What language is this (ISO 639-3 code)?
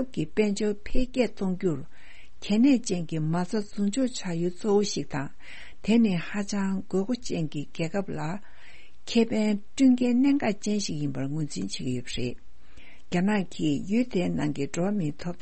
bod